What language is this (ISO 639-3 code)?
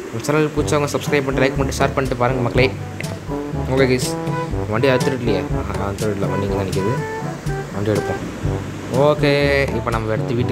tam